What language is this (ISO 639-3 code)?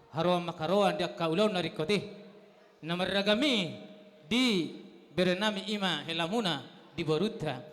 bbc